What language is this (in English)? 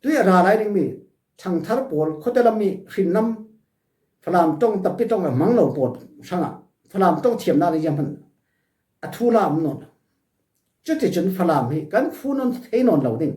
Falam Chin